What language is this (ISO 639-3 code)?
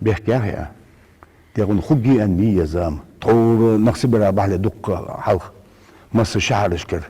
inh